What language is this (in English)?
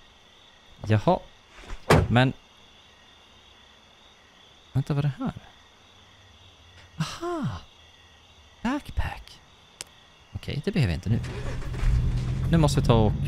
Swedish